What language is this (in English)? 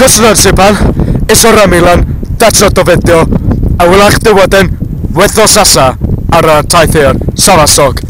Welsh